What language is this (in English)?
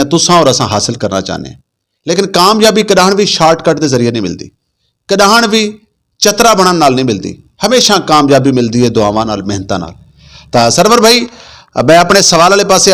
Saraiki